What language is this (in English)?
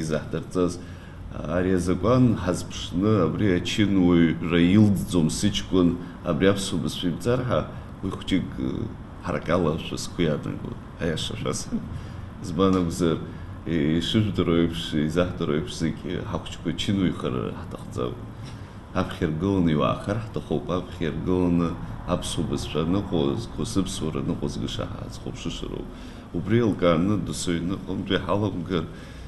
Abkhazian